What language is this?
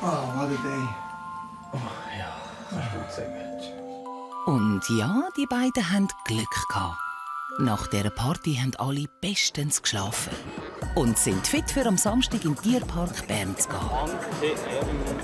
Swiss German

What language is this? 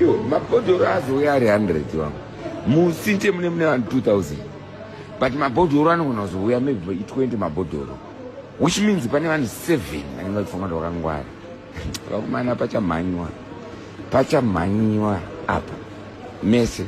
Shona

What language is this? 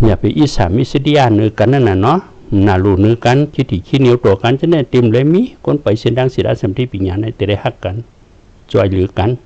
Shan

